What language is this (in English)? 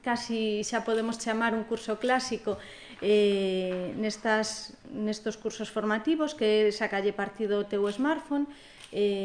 Galician